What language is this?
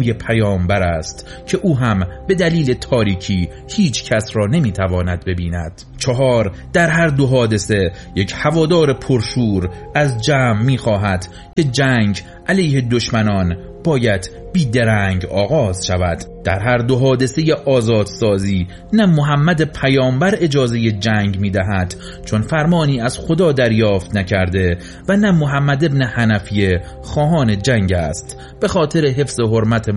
Persian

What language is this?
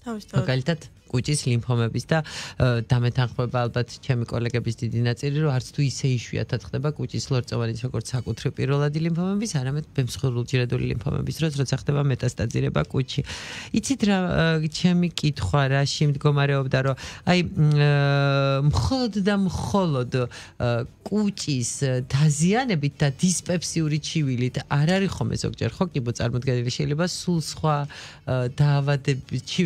Georgian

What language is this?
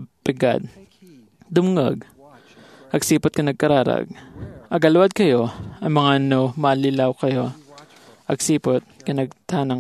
Iloko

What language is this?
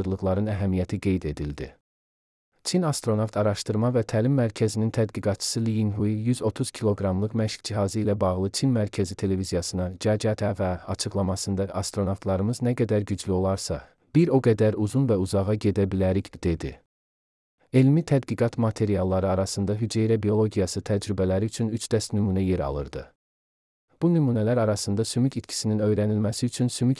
Azerbaijani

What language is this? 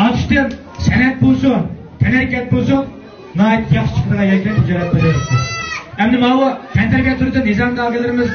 Uyghur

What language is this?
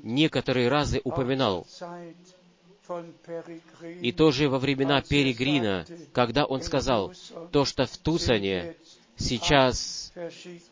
Russian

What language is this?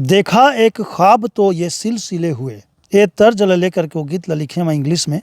Chhattisgarhi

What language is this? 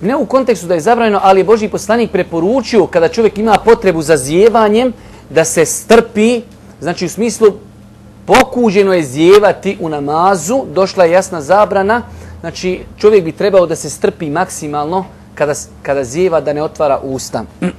Bosnian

